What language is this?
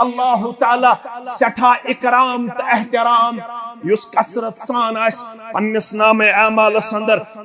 Kashmiri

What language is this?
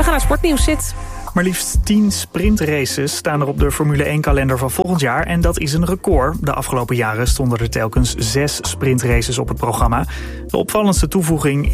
Dutch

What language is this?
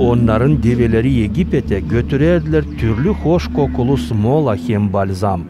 Gagauz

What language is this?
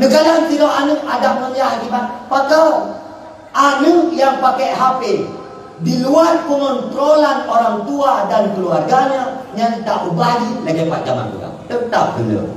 Achinese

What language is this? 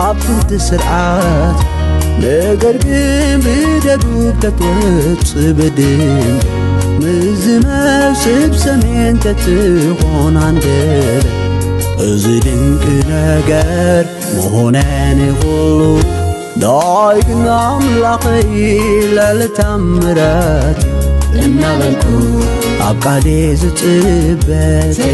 Tigrinya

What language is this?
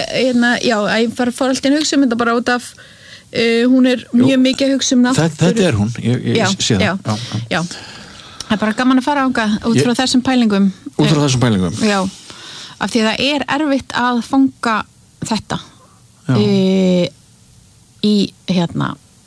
Icelandic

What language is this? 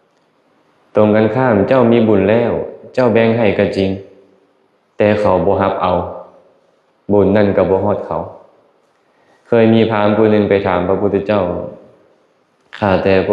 Lao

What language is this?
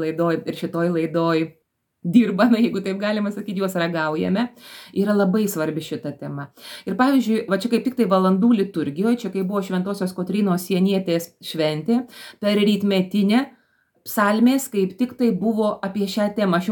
Lithuanian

